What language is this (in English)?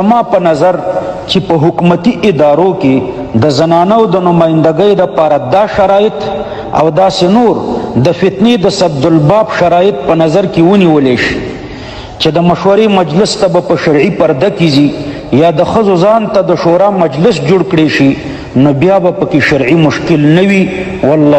Pashto